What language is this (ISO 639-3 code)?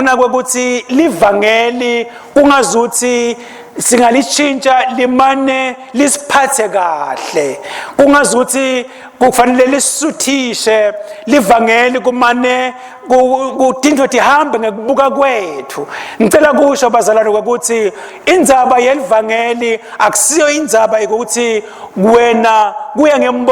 ssw